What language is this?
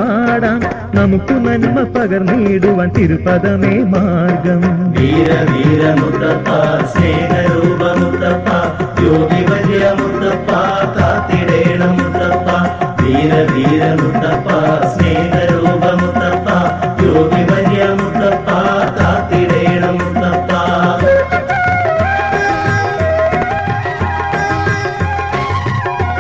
Malayalam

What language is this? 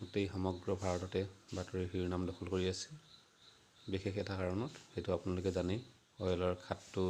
Assamese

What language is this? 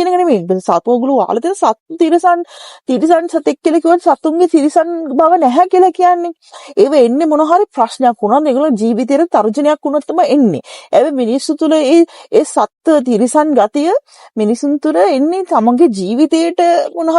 Sinhala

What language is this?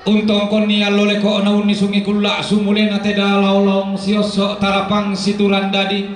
Toraja-Sa'dan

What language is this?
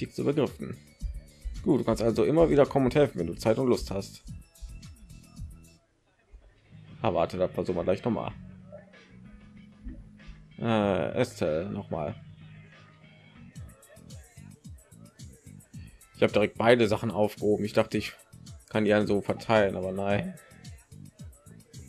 German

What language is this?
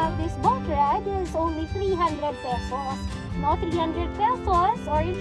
Hiligaynon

